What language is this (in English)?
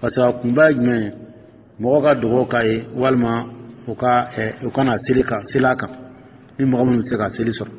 Dyula